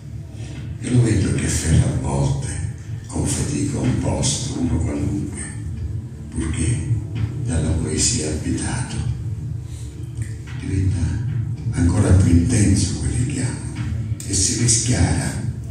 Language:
Italian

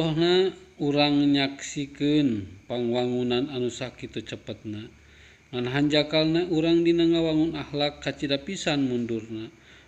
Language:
Sundanese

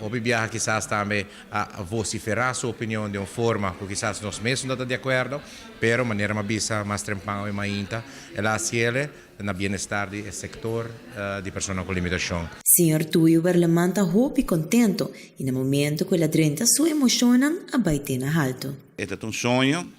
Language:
Papiamento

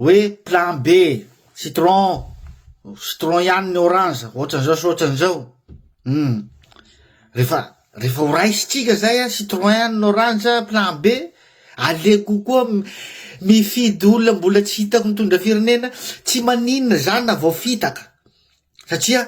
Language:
Malagasy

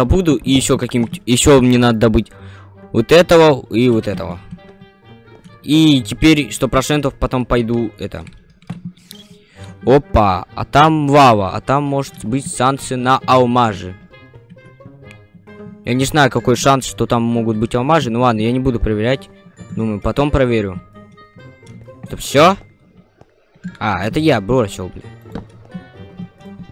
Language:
Russian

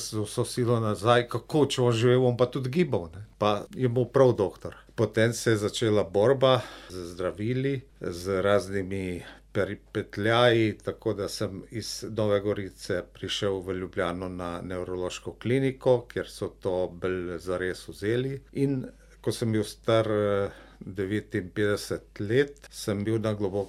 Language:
Slovenian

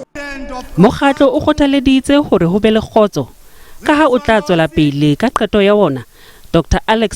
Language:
Southern Sotho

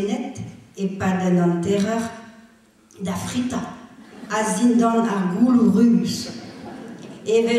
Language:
Breton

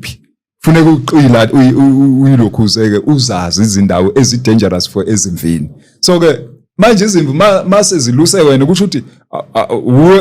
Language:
Zulu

